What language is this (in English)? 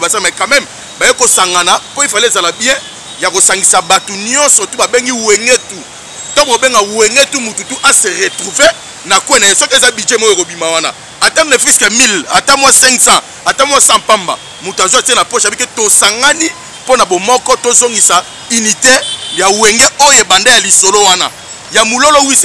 Lingala